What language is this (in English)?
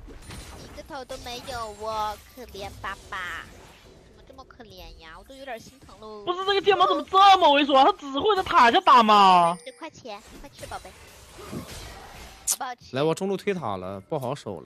Chinese